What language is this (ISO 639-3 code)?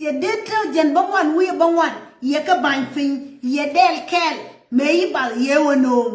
nus